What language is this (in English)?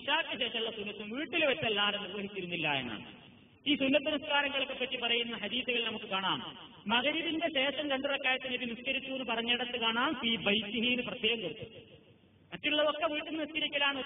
Malayalam